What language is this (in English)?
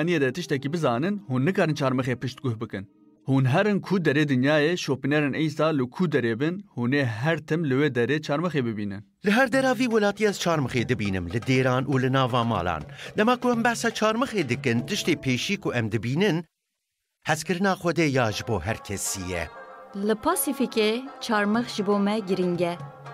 Kurdish